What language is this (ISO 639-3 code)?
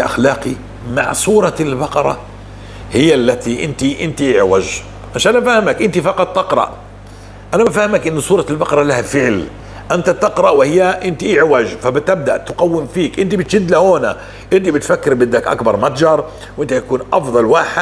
apc